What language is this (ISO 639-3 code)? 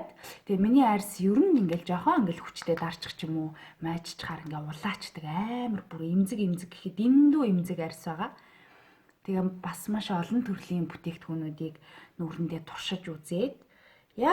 mon